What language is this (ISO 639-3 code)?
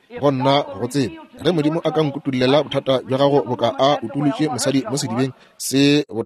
nso